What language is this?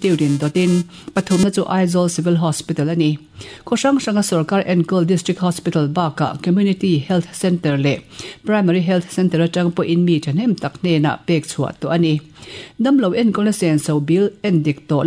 Mizo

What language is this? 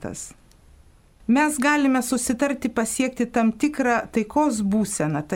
Lithuanian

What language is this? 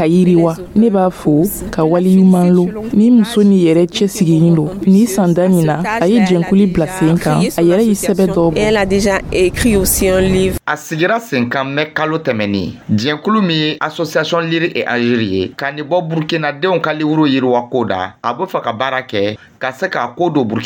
Dyula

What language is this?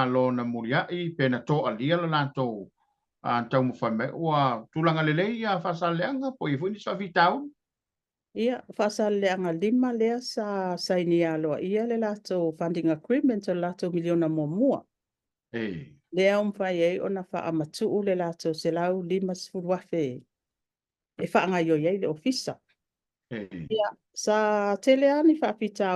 Samoan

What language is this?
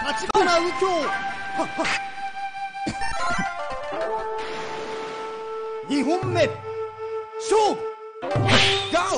Japanese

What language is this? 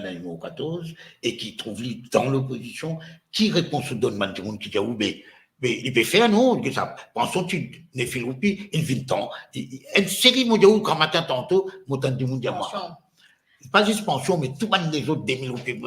Morisyen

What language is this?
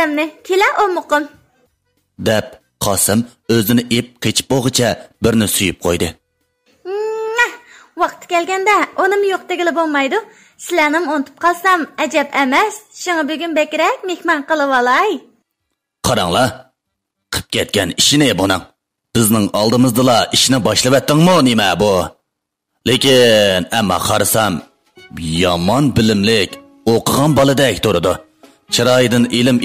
Uyghur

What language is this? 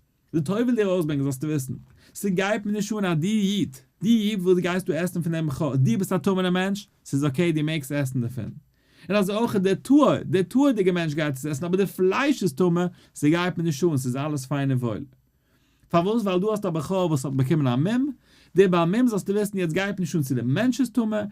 Yiddish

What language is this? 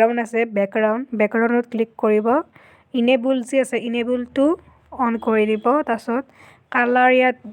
Assamese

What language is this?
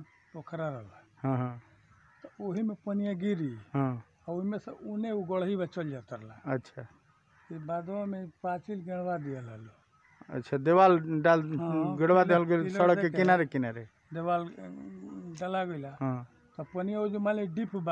Bhojpuri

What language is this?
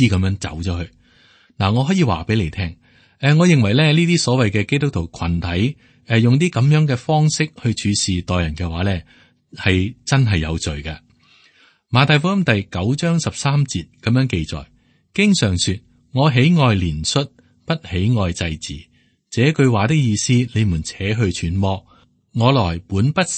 Cantonese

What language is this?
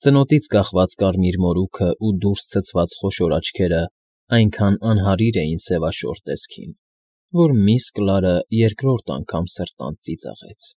Armenian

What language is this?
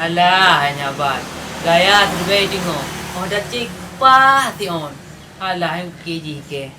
Achinese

